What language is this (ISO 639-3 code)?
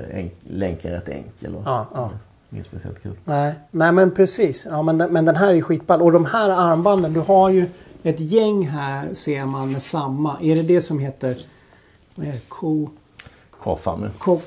swe